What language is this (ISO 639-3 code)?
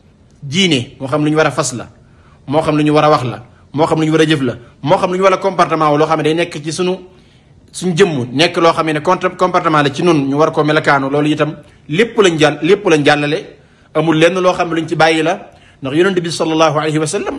wol